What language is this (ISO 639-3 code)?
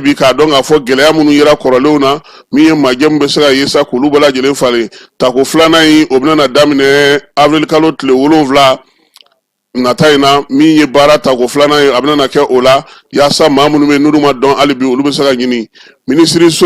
bam